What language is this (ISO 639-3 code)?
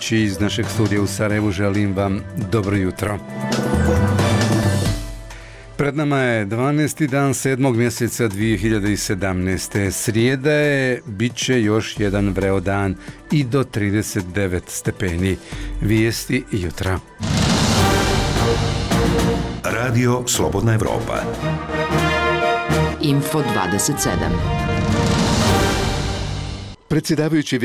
bos